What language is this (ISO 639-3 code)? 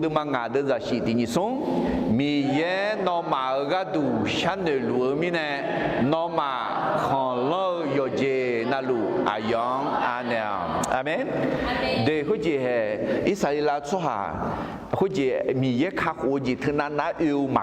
ahk